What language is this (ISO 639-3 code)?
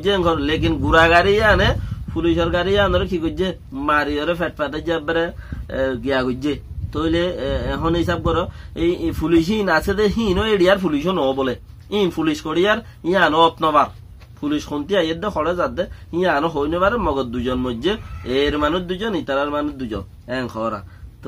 rhg